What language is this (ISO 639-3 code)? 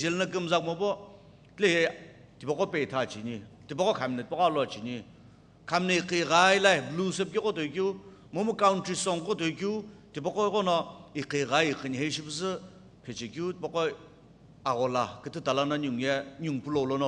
nsm